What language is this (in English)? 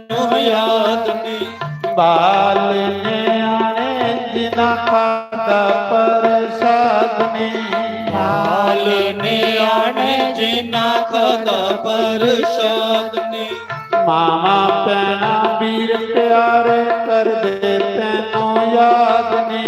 Dogri